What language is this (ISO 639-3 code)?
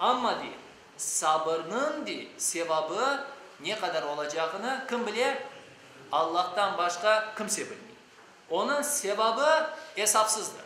crh